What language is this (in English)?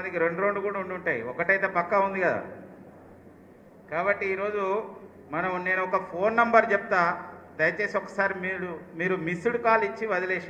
Telugu